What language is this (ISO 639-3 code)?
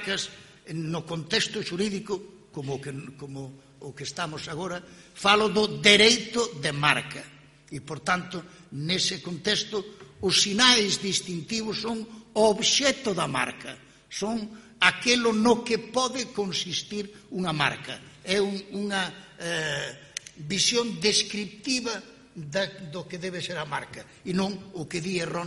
glg